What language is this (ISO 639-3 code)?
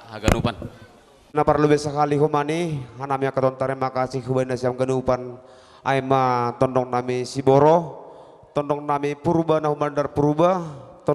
bts